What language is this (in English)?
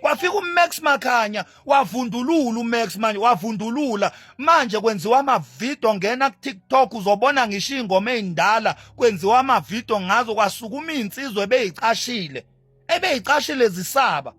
Zulu